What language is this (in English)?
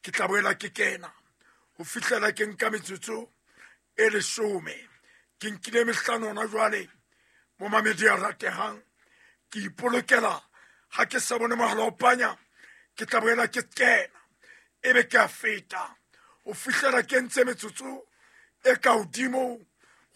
Southern Sotho